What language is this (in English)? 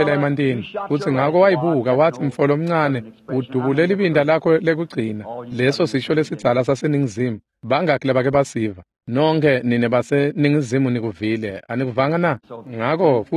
Swati